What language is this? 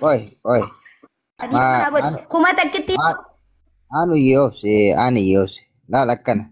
Oromo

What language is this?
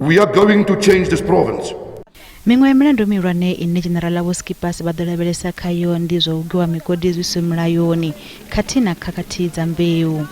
Venda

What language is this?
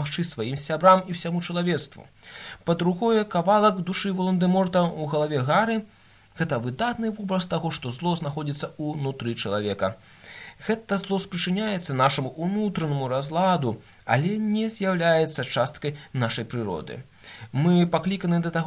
Belarusian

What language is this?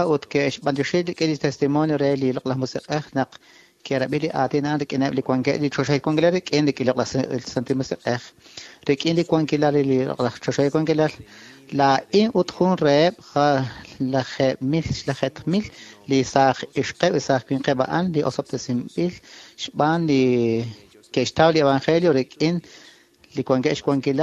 Kekchí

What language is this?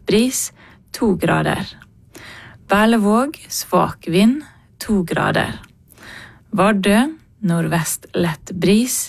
Norwegian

